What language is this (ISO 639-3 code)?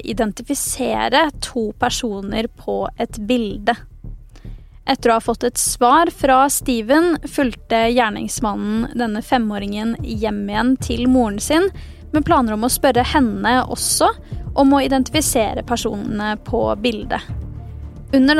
nor